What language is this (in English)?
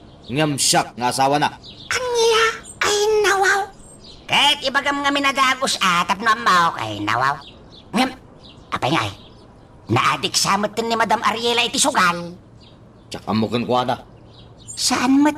Iloko